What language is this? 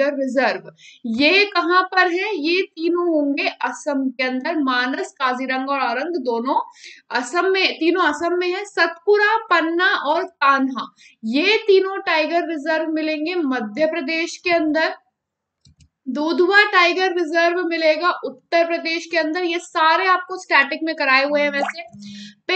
Hindi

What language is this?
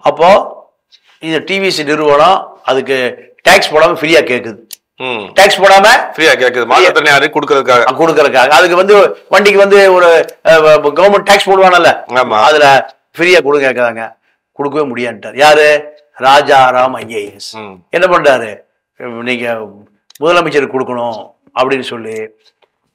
Tamil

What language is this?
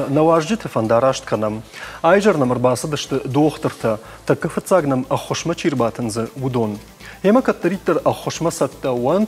Ossetic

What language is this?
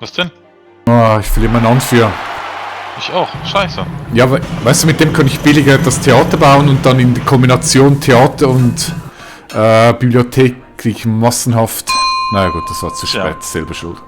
Swiss German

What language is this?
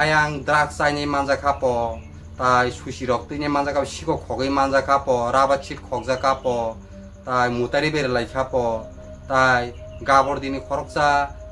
Kok Borok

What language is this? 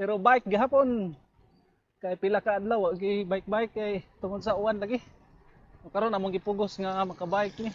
Cebuano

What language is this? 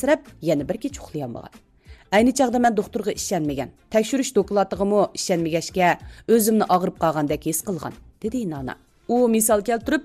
Uyghur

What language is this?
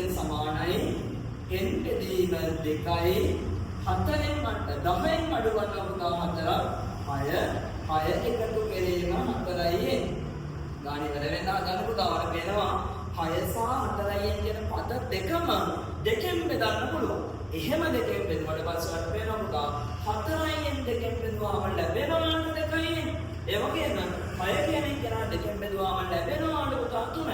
Sinhala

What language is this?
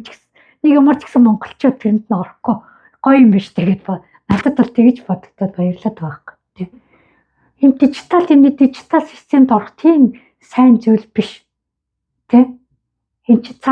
Mongolian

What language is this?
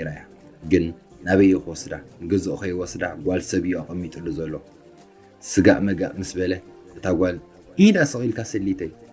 Tigrinya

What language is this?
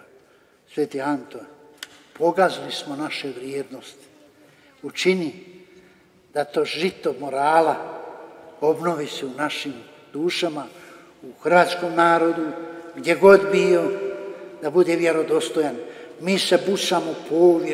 Croatian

